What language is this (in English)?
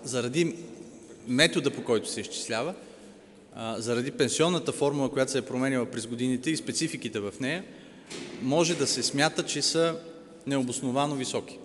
Bulgarian